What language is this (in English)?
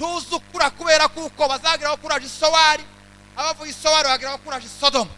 Kinyarwanda